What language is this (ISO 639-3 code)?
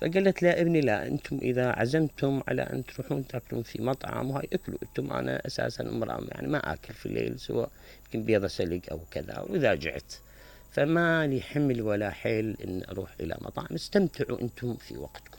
acm